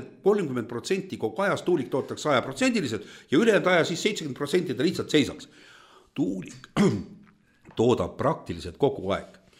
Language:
Estonian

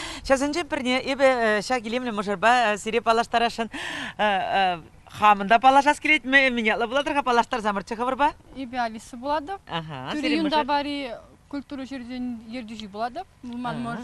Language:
Chuvash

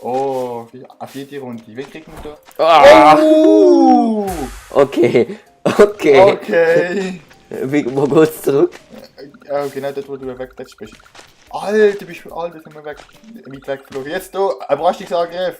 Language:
Swiss German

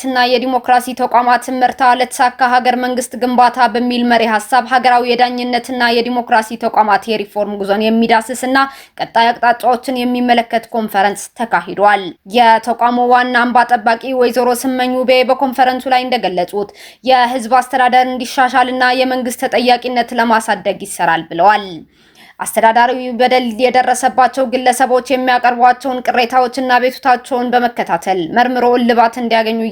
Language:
Amharic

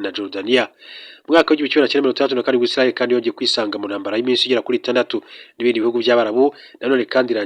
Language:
Kinyarwanda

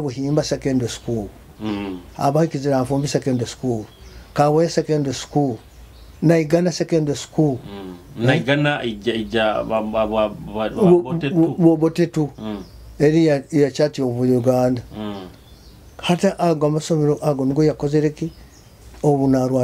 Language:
Nyoro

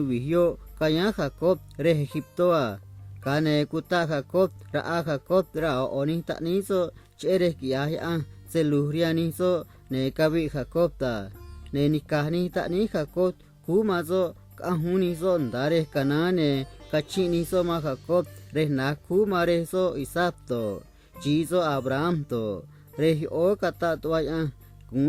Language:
Copala Triqui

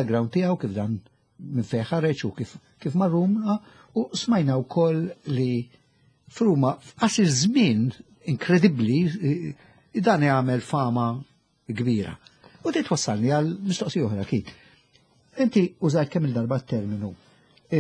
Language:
Maltese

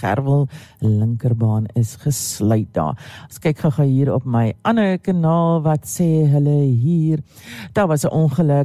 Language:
Afrikaans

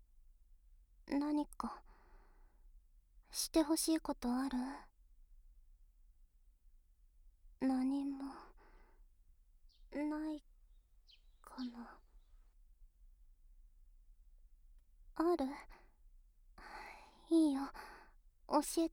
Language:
Japanese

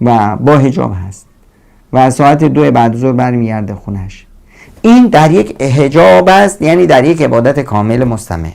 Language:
Persian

